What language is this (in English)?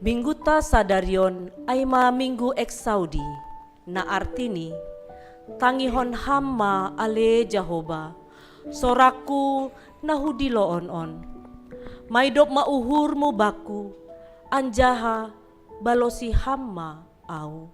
Batak Simalungun